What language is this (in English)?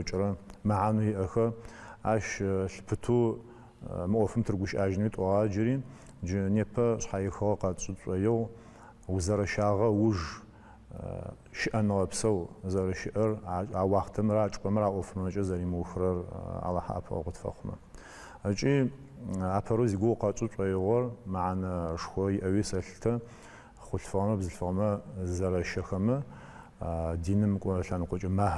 Adyghe